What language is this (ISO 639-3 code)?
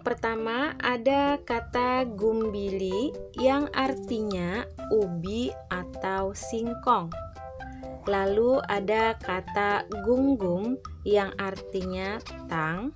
bjn